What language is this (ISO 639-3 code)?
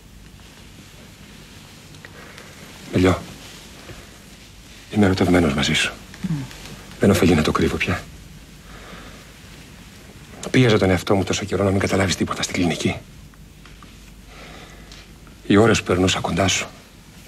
ell